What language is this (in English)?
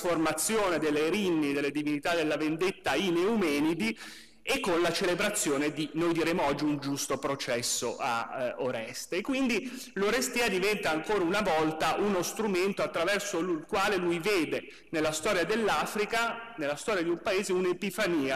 Italian